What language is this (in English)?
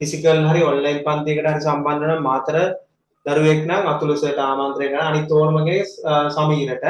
Sinhala